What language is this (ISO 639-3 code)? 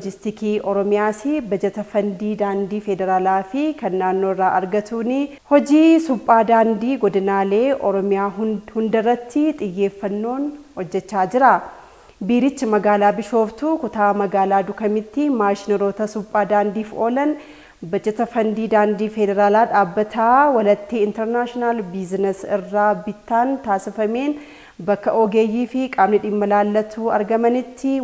orm